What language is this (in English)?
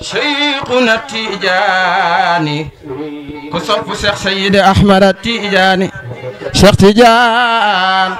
Wolof